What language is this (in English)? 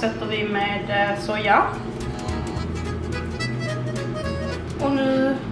Swedish